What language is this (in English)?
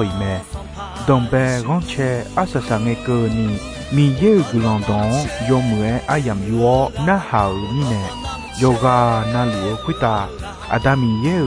Akha